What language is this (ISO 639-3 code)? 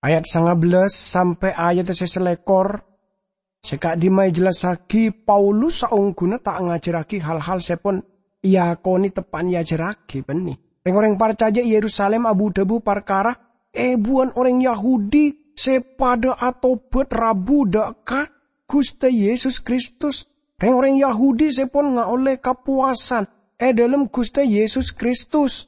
mad